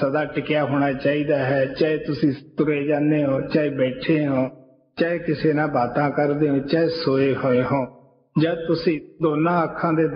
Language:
Punjabi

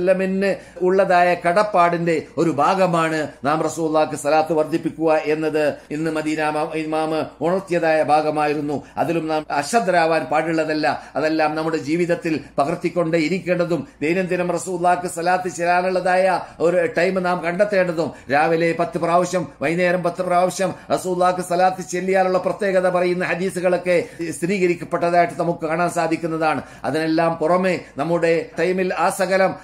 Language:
Malayalam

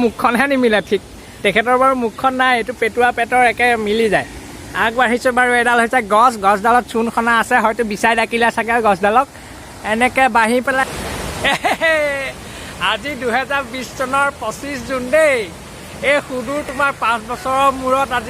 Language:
Assamese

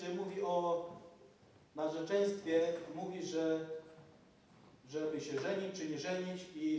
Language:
Polish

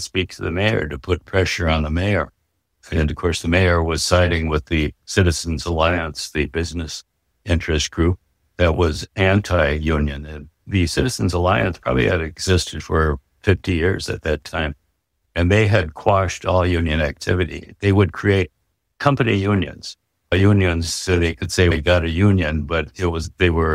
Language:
English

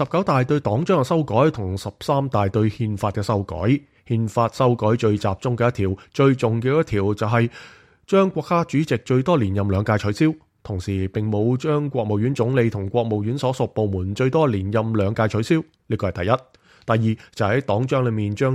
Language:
Cantonese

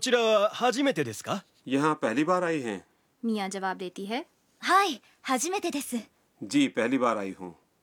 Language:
Urdu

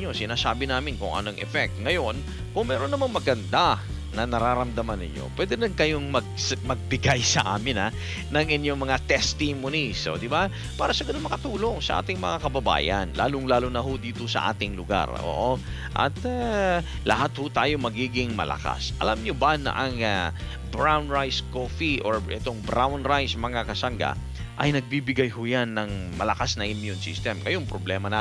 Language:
Filipino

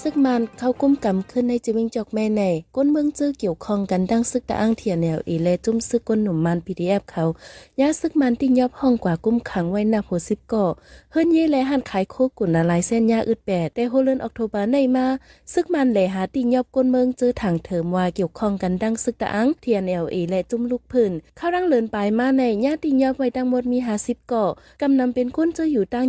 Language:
Shan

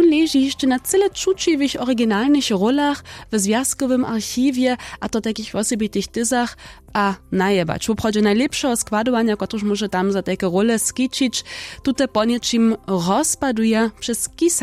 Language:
Upper Sorbian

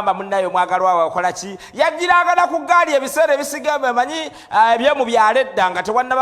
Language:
Ganda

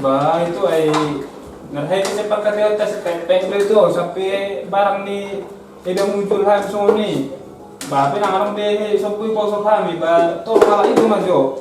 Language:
Batak Toba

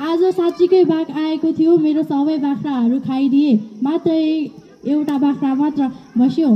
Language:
Nepali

